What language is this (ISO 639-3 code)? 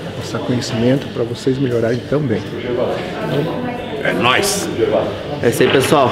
por